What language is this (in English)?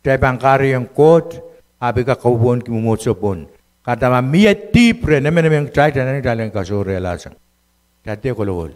Pohnpeian